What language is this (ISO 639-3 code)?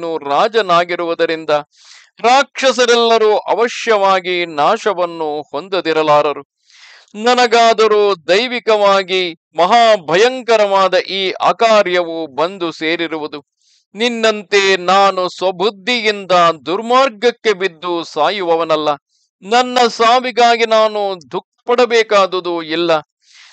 kan